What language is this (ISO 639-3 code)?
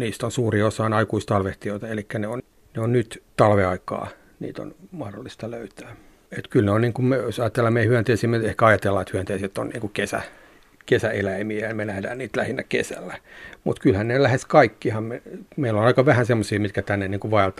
fin